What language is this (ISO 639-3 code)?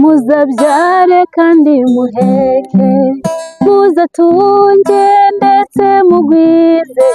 kin